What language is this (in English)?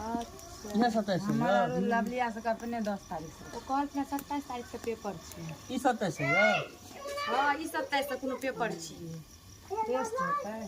Maithili